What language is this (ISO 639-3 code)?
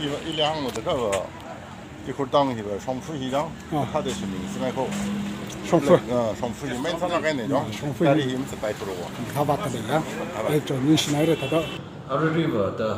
nmf